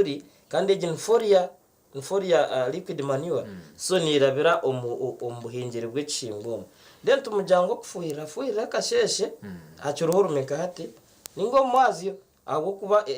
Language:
Nyankole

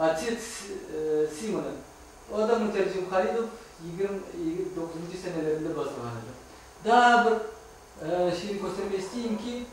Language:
Crimean Tatar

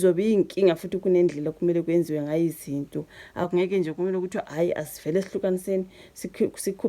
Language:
Zulu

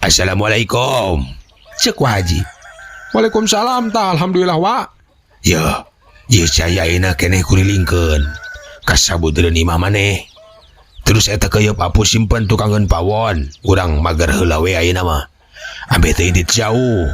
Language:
Sundanese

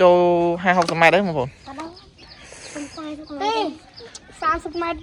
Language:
Khmer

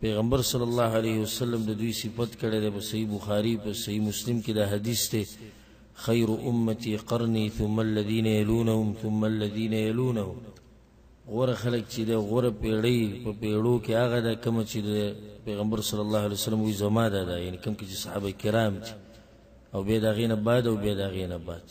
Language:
Pashto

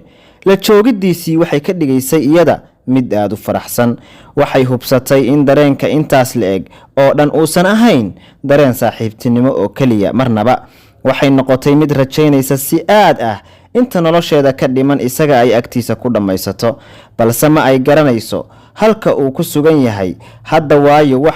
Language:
Somali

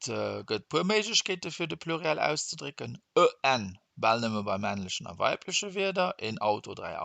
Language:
Luxembourgish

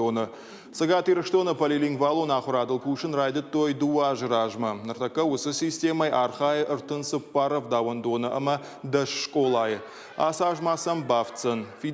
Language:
Ossetic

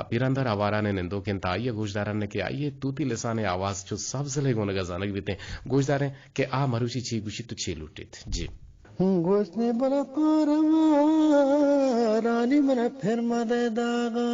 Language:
Eastern Balochi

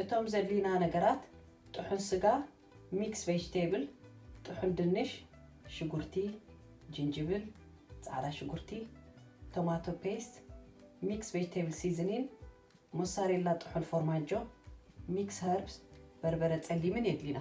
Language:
Tigrinya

